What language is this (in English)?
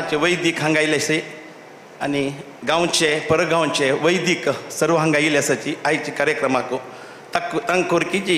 Konkani